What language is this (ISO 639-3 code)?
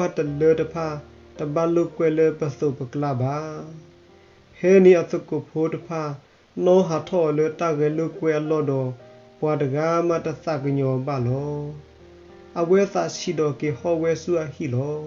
ksw